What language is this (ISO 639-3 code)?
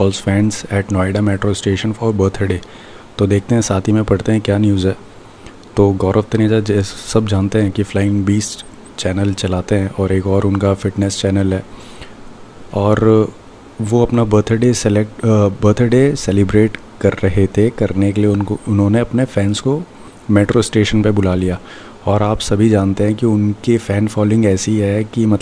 hin